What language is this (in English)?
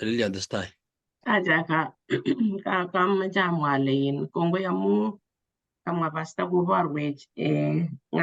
Kalenjin